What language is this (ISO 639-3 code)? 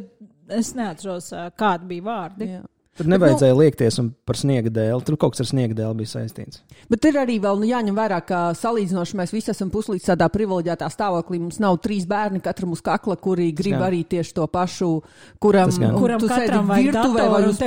lav